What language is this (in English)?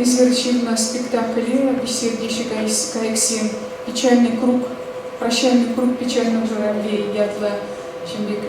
Chuvash